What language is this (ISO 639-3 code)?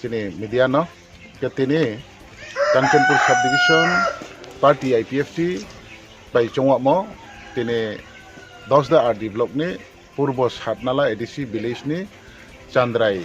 ria